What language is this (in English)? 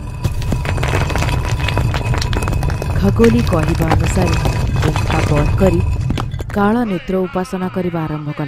Odia